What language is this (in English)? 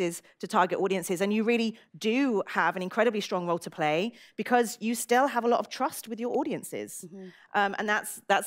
English